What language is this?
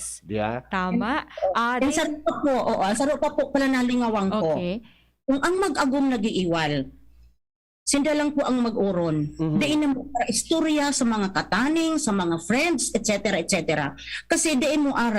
Bikol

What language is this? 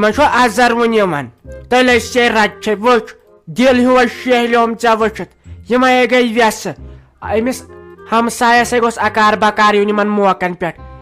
Kashmiri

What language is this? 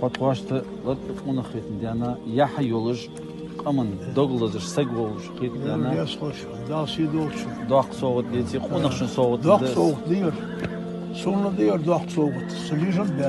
Ingush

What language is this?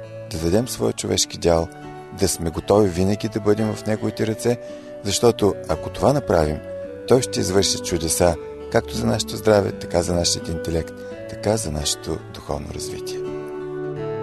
Bulgarian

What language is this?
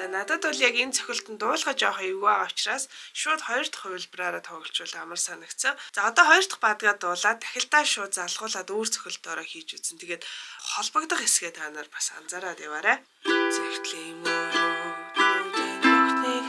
Mongolian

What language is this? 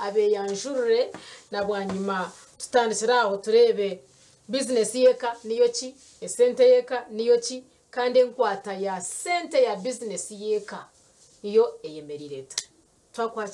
Nyankole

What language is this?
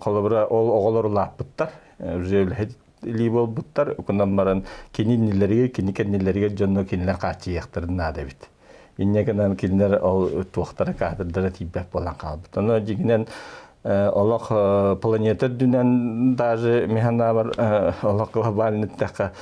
Yakut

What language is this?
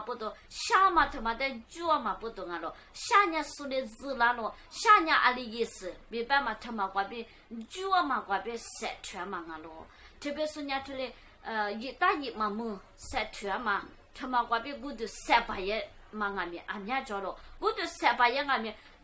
Lisu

